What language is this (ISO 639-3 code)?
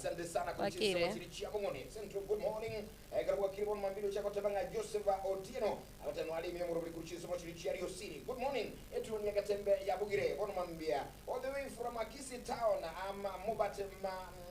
guz